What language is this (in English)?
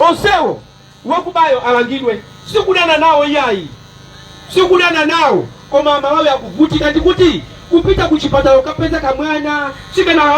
Nyanja